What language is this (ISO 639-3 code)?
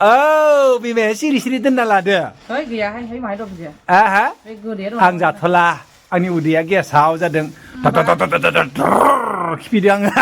brx